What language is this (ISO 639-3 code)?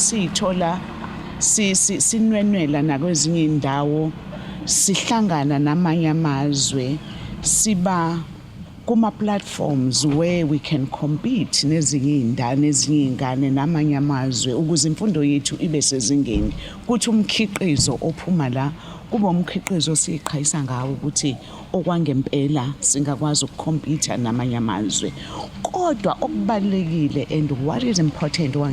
zul